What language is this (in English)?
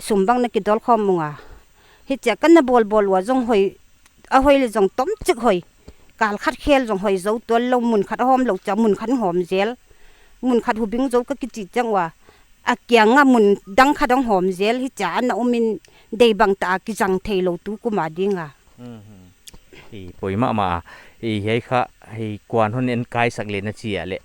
Paite Chin